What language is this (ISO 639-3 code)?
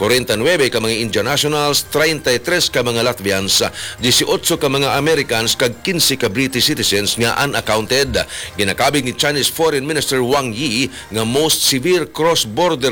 hil